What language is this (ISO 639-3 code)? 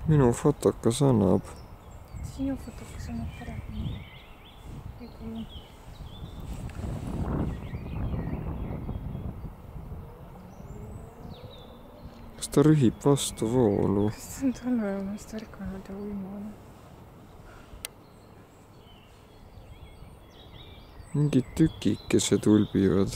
est